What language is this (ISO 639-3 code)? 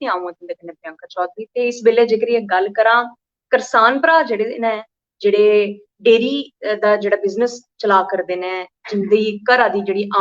doi